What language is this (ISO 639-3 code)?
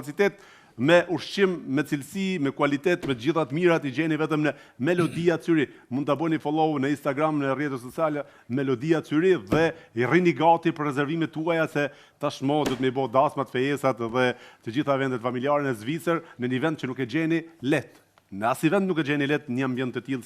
sqi